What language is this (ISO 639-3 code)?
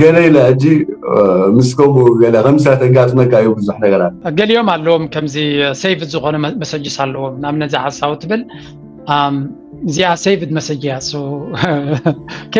tir